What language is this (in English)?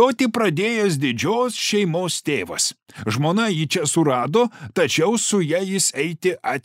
Lithuanian